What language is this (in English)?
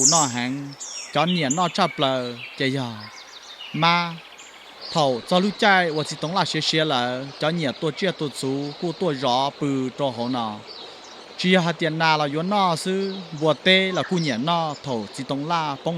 Hmong